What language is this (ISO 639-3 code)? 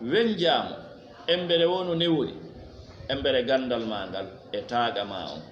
ful